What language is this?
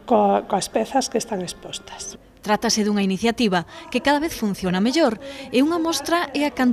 Galician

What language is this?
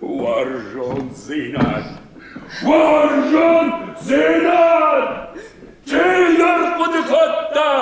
Ossetic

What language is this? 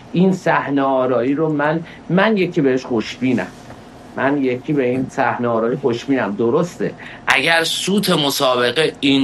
Persian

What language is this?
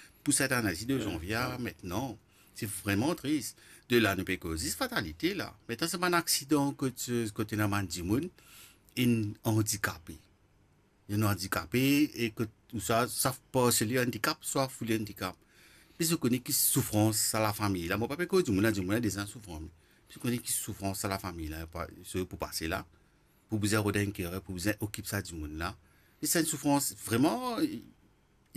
Morisyen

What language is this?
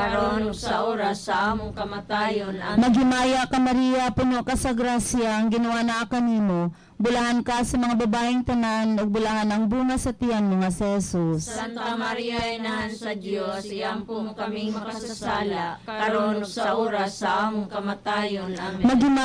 Cebuano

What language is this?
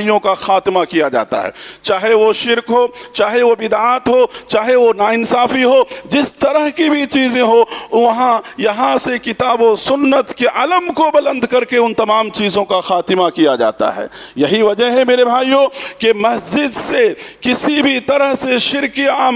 Urdu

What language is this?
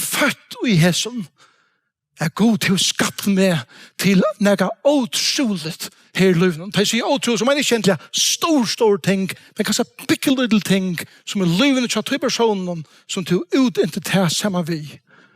Faroese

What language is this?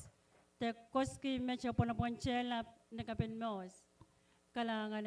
Pohnpeian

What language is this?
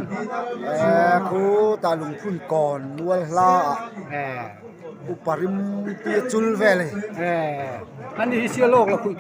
Mizo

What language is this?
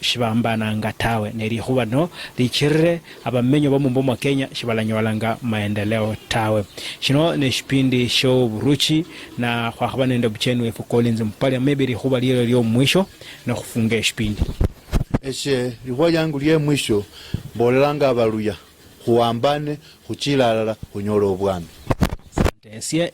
Luyia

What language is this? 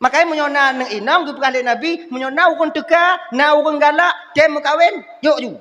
Achinese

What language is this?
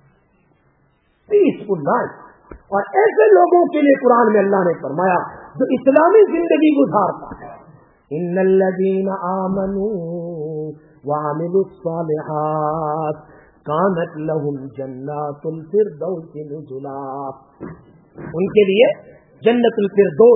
Urdu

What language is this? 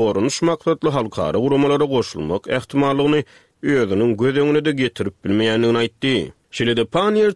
Turkmen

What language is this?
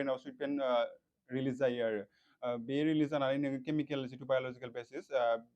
Bodo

